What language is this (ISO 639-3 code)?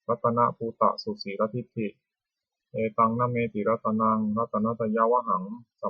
pli